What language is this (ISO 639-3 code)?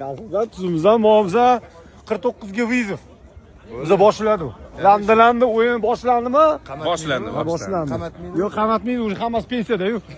uzb